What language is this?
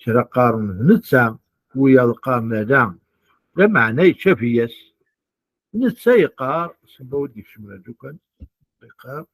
Kabyle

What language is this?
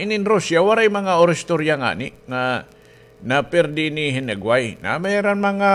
Waray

